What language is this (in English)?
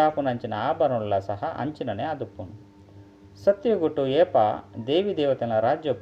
Tulu